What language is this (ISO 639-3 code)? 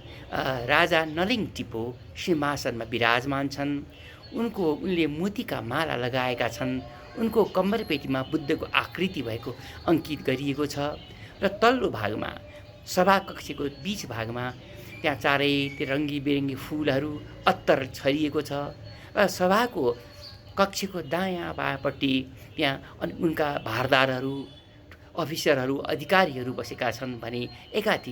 nep